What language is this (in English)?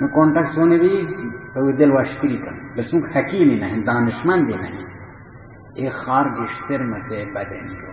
Baluchi